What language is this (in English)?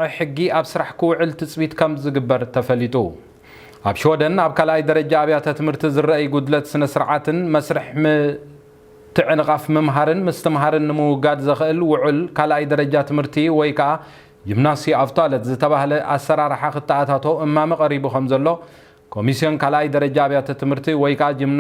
Tigrinya